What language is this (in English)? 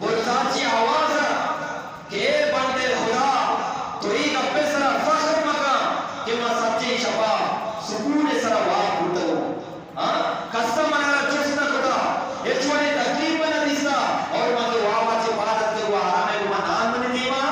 Eastern Balochi